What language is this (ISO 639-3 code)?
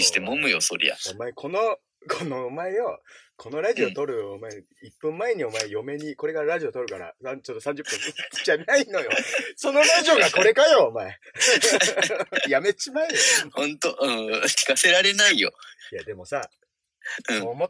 jpn